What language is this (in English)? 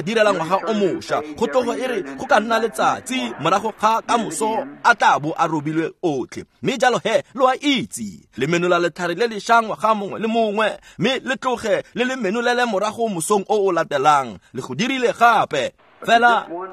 Tswana